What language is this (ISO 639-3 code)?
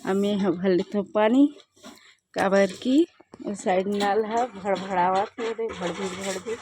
hne